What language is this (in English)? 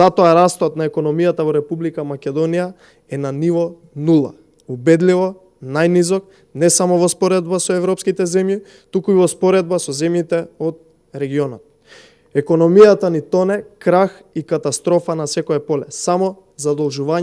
Macedonian